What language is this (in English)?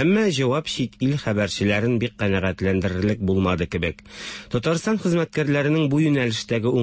Tatar